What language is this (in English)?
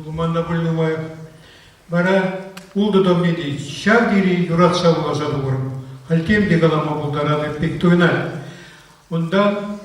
Chuvash